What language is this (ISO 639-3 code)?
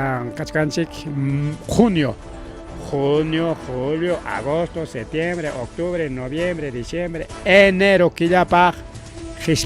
quy